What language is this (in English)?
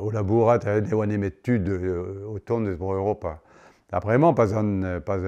Breton